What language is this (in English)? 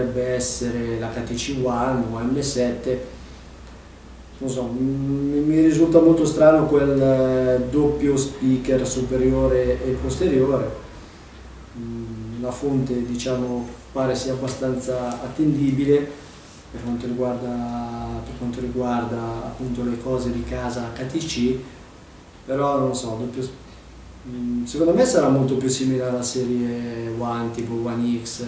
Italian